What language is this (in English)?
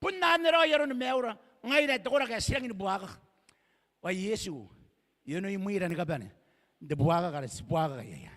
Gilbertese